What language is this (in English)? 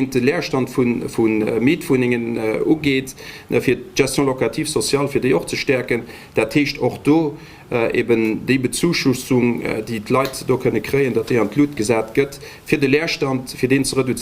Luxembourgish